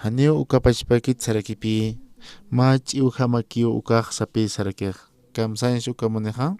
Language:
Aymara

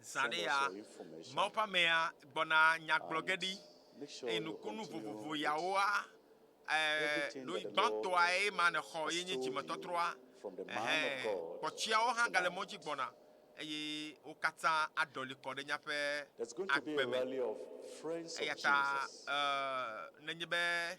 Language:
Ewe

